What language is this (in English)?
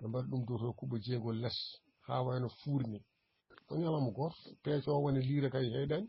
Fula